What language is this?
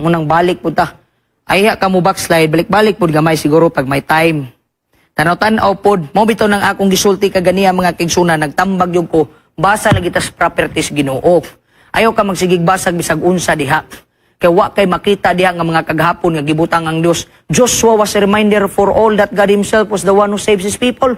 Cebuano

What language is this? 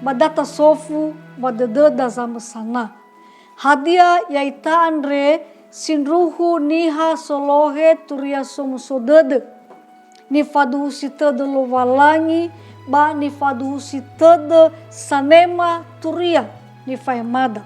Nias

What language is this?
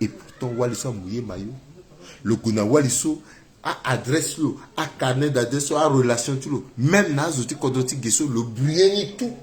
Sango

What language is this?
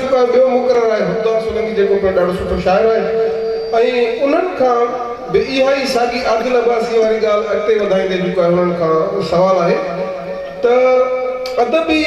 Sindhi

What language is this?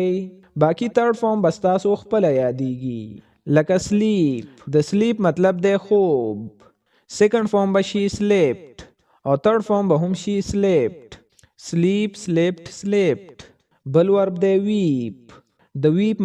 Pashto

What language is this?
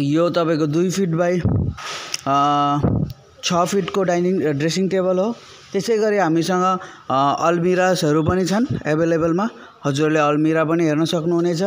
Nepali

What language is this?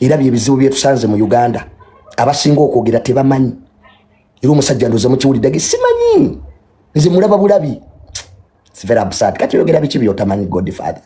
Ganda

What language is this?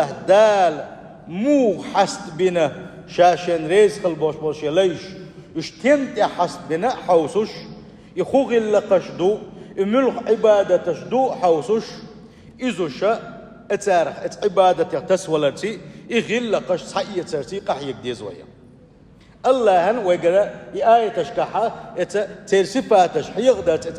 Chechen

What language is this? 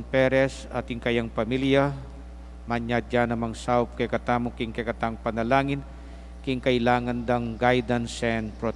Pampanga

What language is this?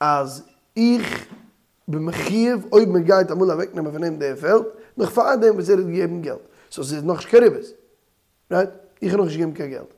Yiddish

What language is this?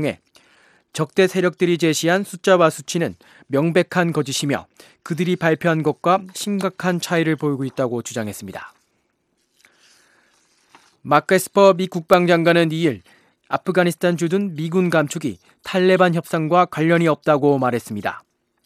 Korean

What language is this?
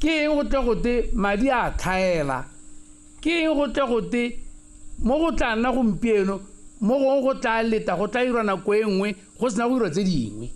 Tswana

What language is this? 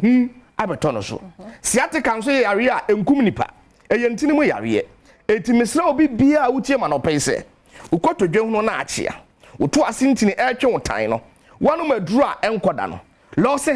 Akan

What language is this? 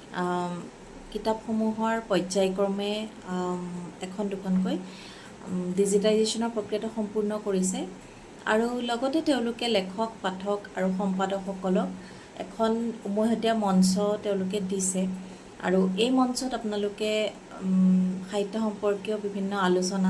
Assamese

